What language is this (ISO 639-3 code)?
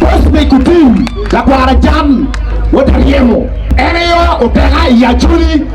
ach